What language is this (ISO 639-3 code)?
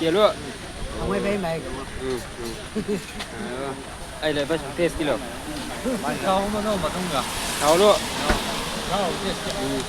nbc